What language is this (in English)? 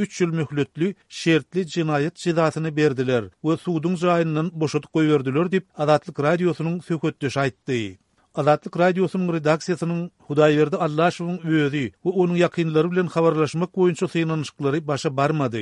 Turkmen